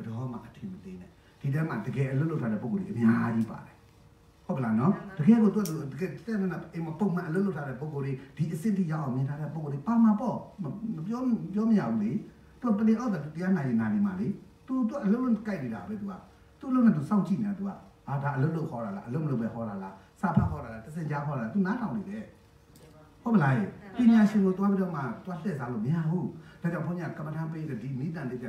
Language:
Burmese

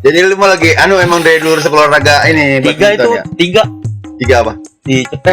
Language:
Betawi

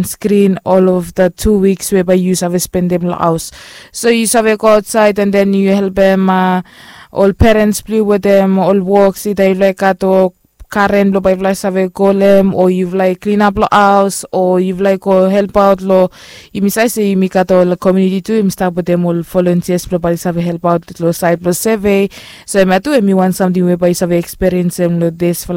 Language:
Bislama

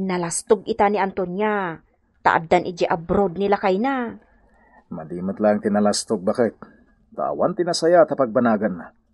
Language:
Iloko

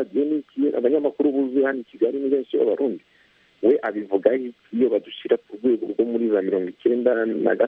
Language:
Kinyarwanda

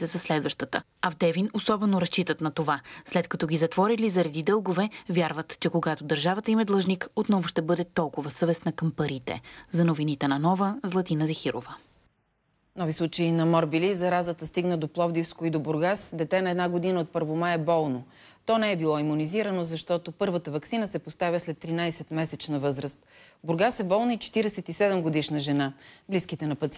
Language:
Bulgarian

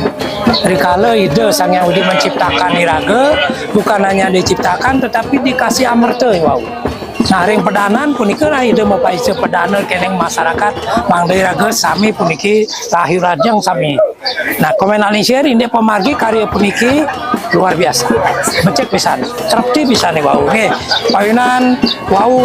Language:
Balinese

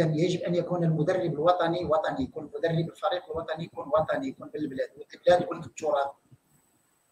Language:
Moroccan Arabic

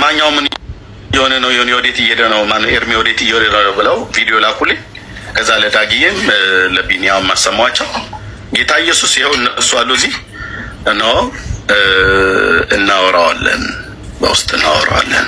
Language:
Amharic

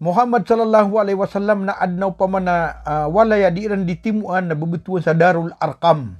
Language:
Maranao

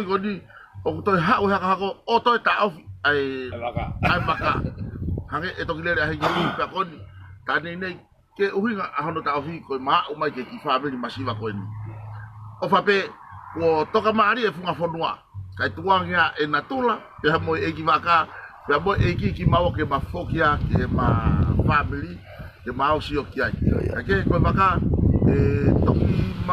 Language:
Tongan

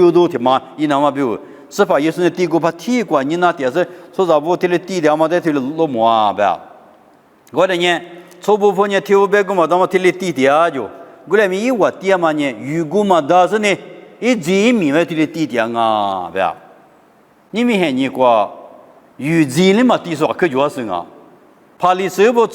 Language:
Lisu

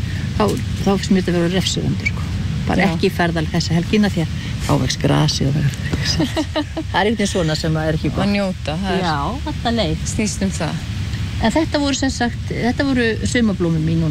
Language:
Icelandic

